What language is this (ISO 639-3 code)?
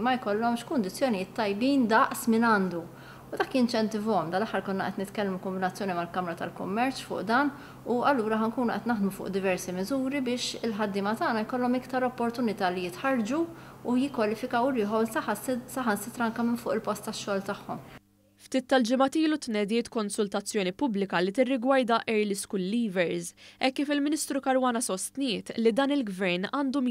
mlt